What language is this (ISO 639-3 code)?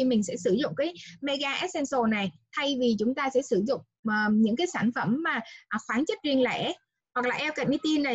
vie